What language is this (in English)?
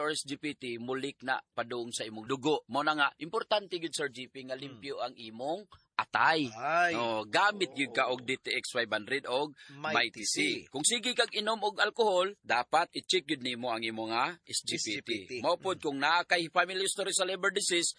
Cebuano